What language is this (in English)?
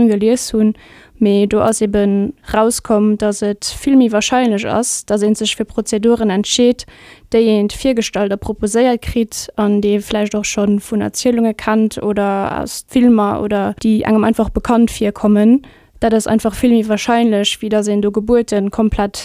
Luxembourgish